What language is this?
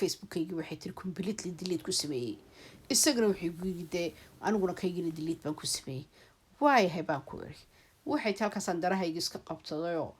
Somali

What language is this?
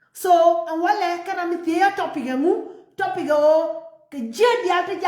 Nuer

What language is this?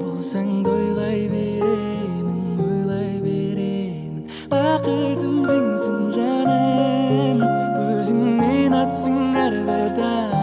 Kara-Kalpak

